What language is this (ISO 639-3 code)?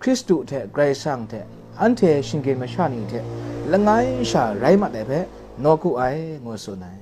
kac